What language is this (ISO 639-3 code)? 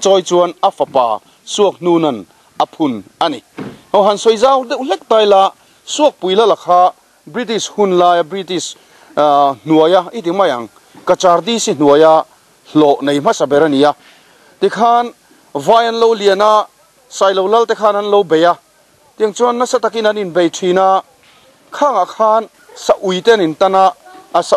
lus